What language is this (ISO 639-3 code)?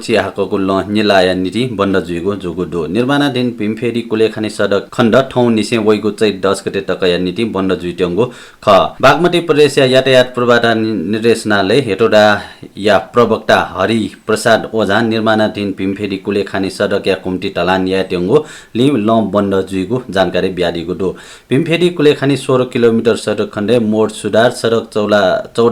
new